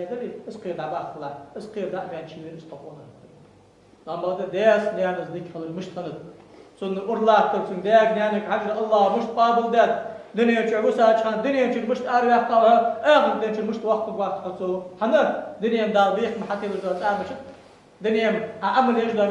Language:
Ingush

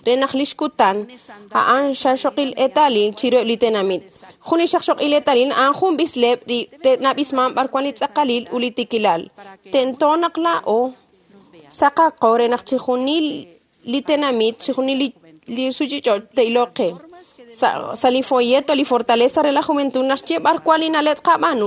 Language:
Kekchí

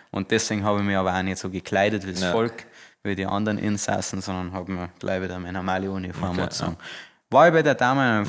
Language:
Bavarian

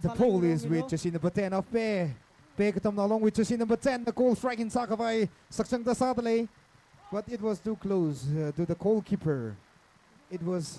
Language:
Tangkhul Naga (India)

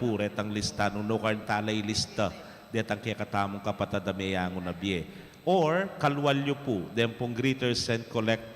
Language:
Pampanga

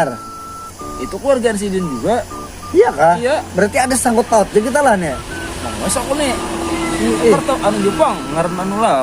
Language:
Banjar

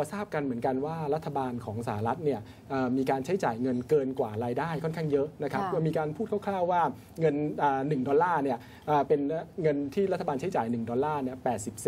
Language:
Thai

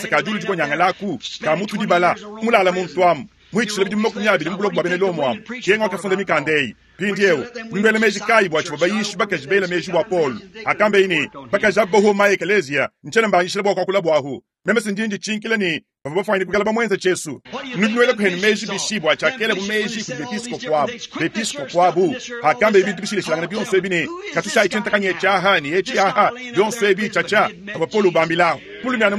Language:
Luba-Lulua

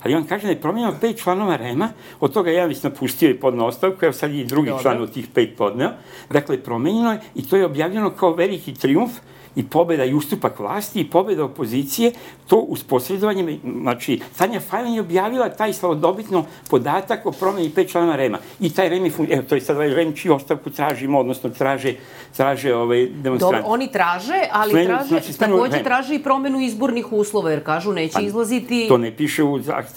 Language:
Serbian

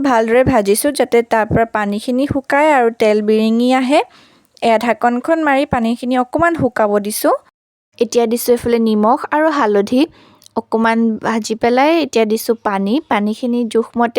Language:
Assamese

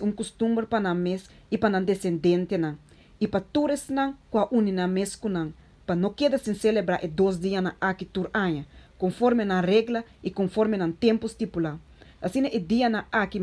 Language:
Papiamento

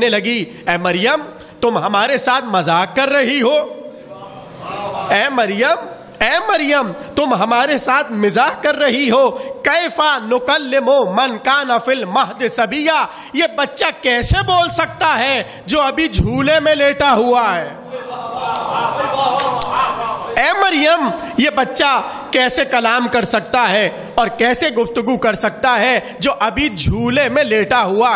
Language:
Urdu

